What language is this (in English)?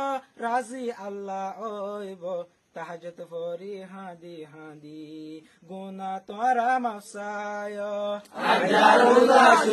Assamese